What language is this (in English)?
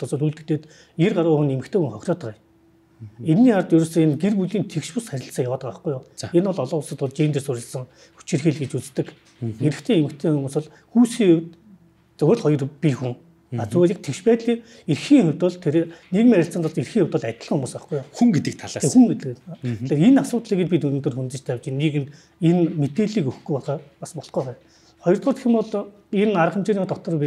Mongolian